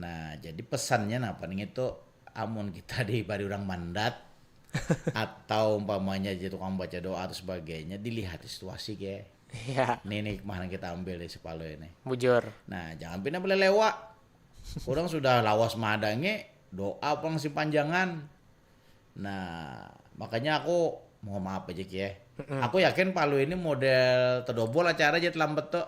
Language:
Banjar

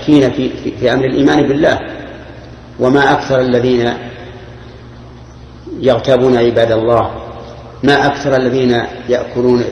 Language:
Arabic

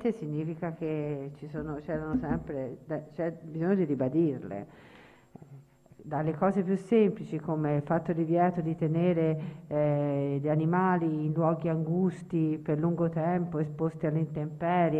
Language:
Italian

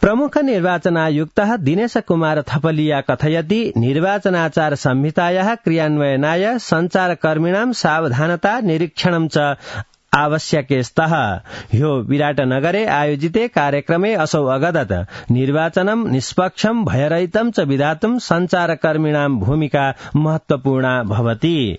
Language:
Sanskrit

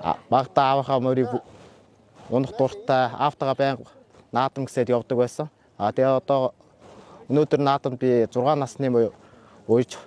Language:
Mongolian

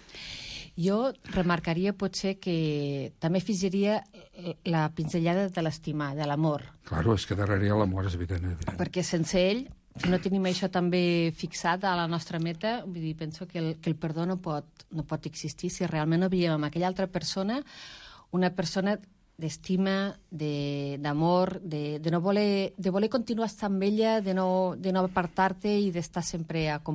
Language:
Catalan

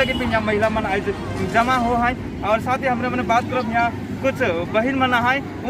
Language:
Sadri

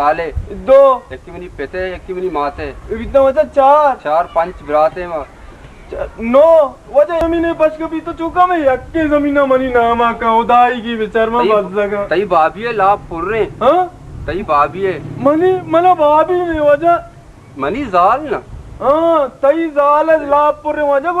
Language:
Baluchi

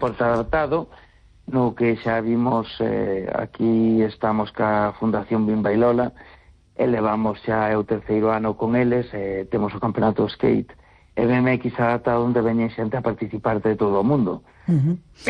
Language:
Galician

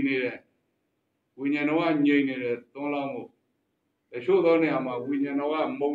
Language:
Burmese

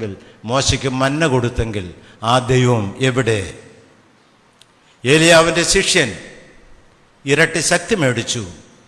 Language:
Malayalam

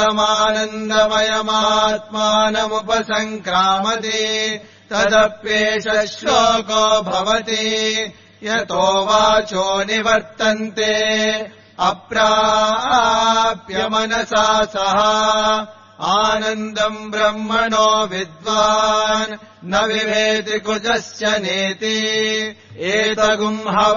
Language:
Sanskrit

